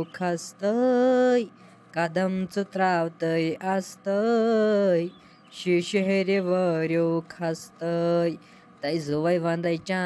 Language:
Kashmiri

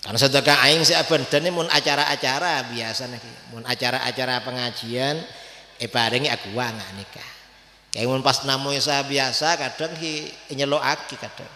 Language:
Madurese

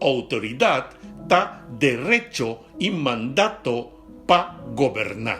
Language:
Papiamento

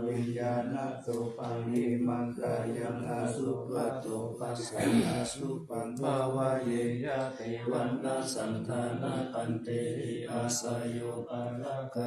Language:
Pali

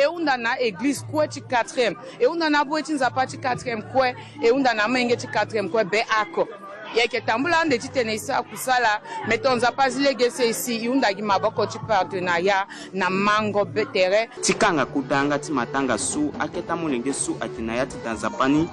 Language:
Sango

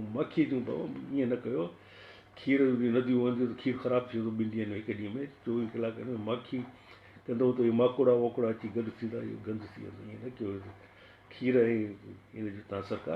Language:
Sindhi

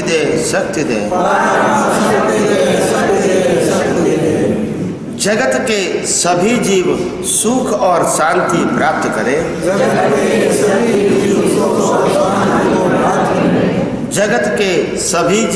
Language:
Hindi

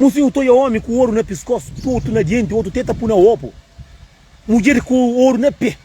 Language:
Kabuverdianu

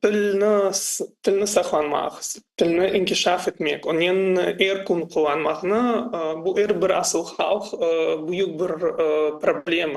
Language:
Crimean Tatar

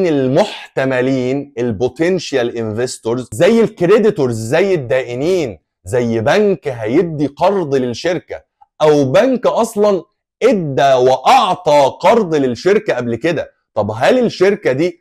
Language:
Egyptian Arabic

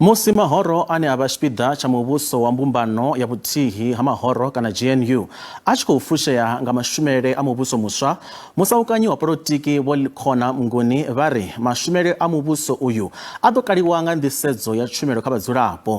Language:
Venda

